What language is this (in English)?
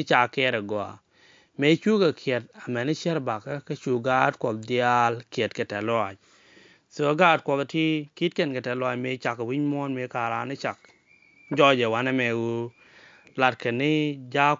Nuer